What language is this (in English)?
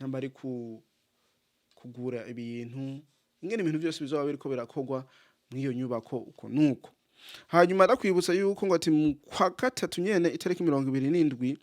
Rundi